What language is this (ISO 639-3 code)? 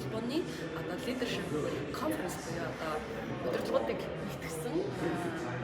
mon